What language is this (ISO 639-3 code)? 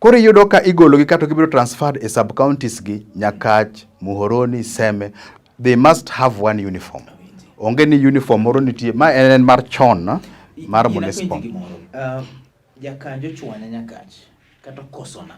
luo